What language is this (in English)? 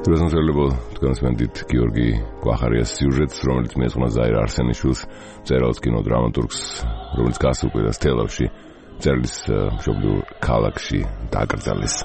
Georgian